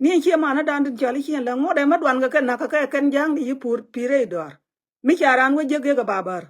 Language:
Nuer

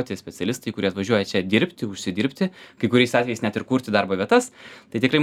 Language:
Lithuanian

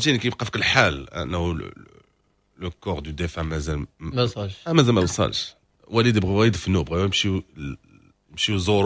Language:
Moroccan Arabic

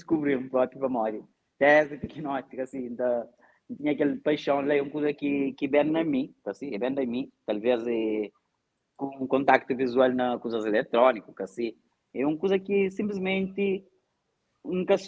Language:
Kabuverdianu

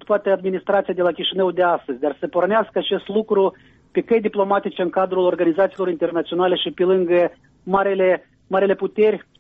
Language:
Romanian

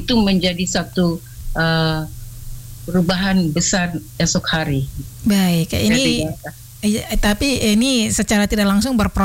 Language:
Indonesian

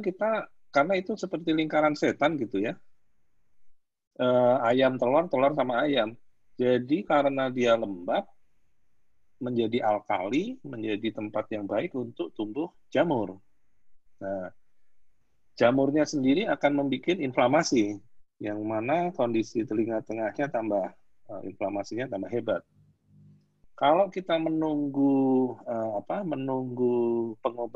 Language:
Indonesian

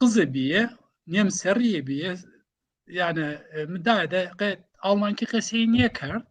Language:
Zaza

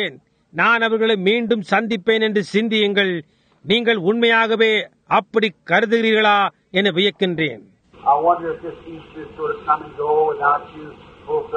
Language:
Tamil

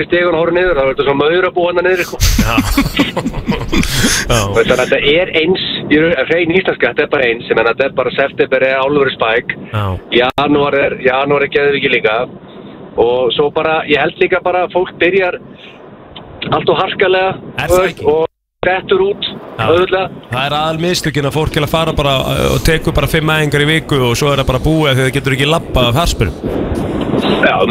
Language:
Icelandic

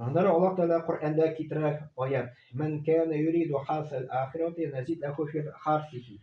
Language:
Tatar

